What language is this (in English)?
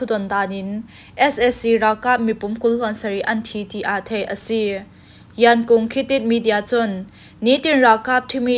Falam Chin